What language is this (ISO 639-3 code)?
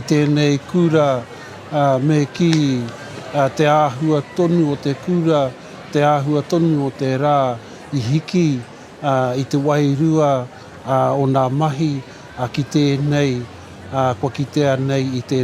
mri